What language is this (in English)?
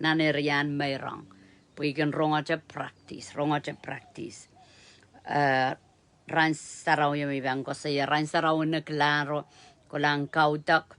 Pohnpeian